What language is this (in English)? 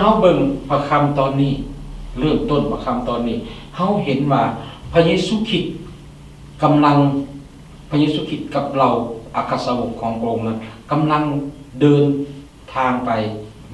Lao